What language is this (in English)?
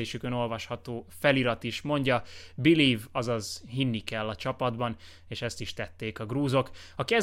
Hungarian